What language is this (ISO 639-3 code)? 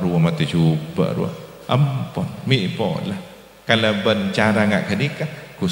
mad